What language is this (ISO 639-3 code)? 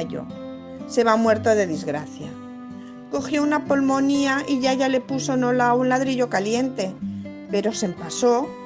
arg